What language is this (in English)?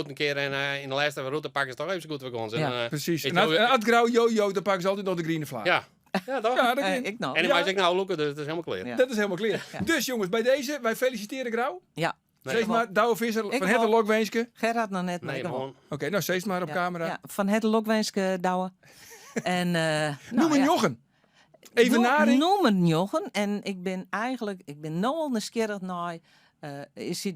Western Frisian